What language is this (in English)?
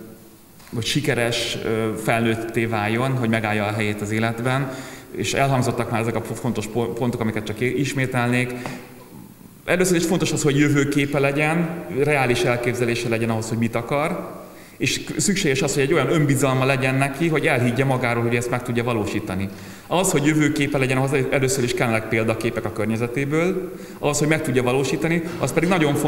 Hungarian